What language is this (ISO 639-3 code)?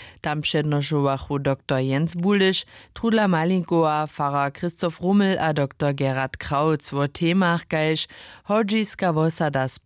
hsb